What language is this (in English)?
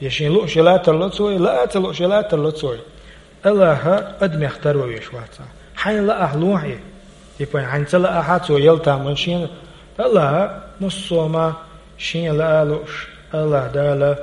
Chechen